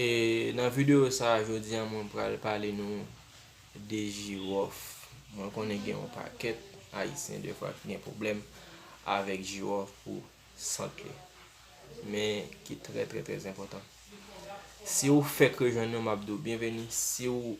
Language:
Haitian Creole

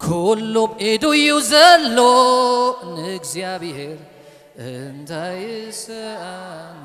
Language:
Tigrinya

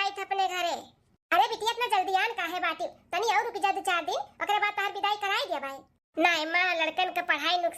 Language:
Bhojpuri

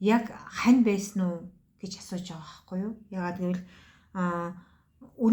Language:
Mongolian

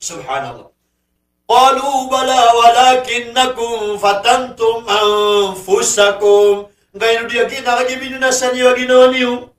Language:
Maranao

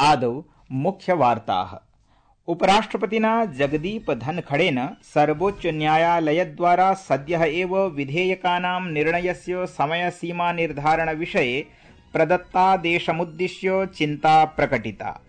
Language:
Sanskrit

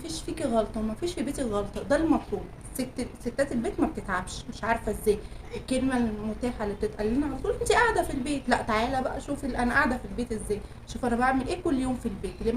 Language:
Egyptian Arabic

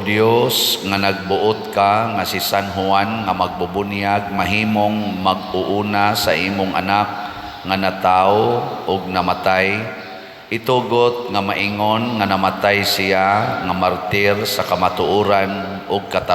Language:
Cebuano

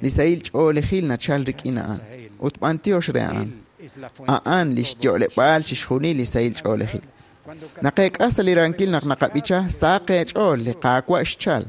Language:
Kekchí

